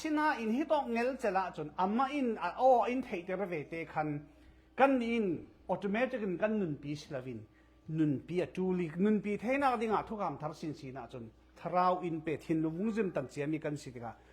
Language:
Falam Chin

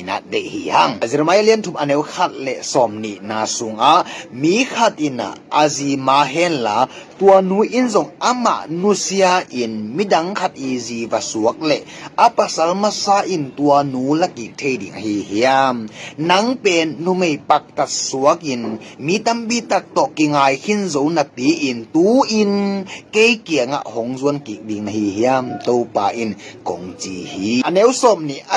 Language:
Tedim Chin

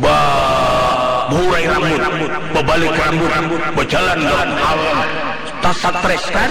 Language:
Banjar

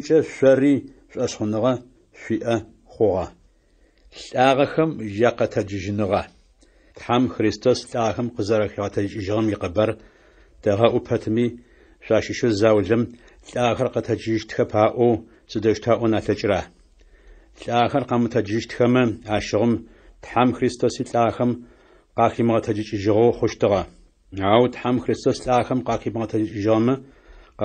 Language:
Adyghe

